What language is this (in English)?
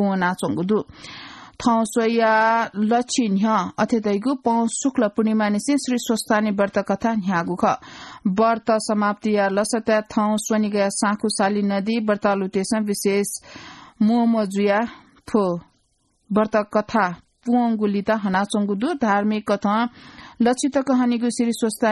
Newari